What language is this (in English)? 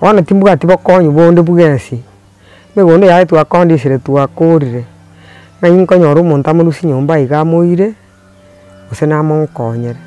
Gusii